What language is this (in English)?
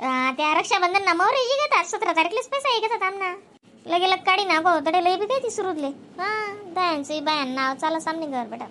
Khandesi